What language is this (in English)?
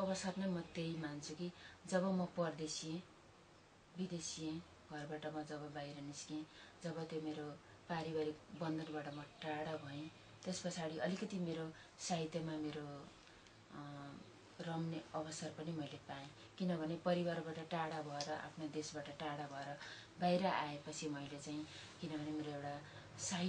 Nepali